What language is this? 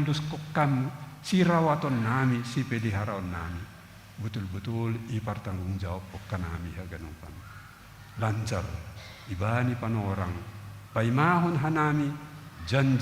Batak Simalungun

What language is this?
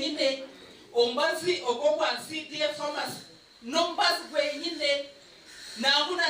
Nyankole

